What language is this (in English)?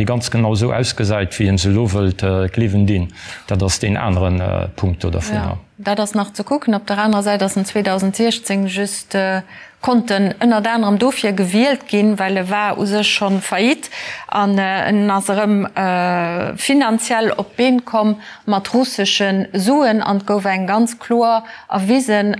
Luxembourgish